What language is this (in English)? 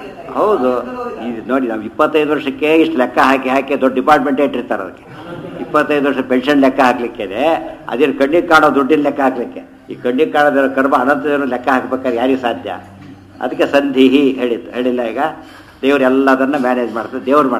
Kannada